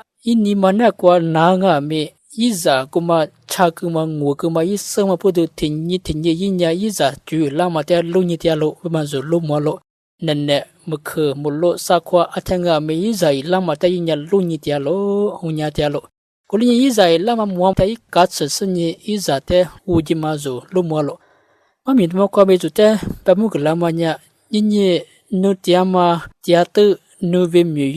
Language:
Lisu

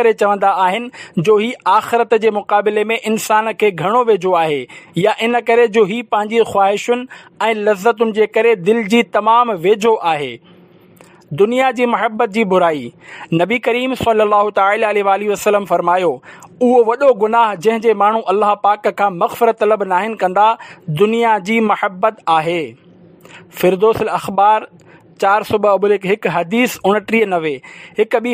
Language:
Sindhi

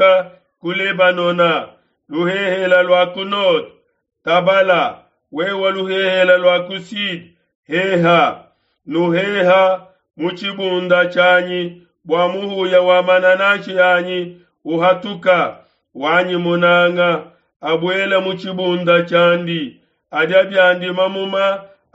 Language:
Luba-Lulua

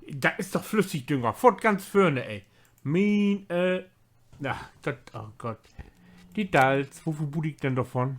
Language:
Low German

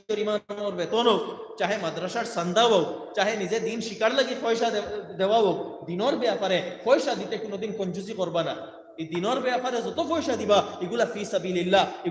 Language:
Sylheti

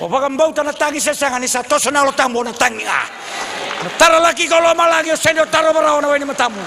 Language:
Fijian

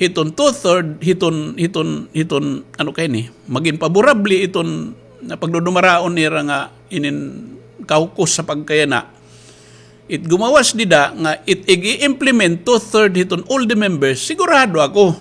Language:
Waray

